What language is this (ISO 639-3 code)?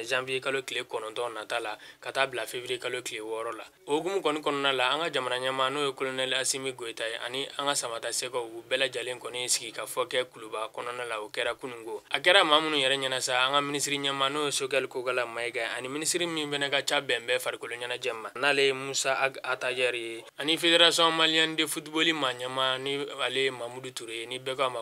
bam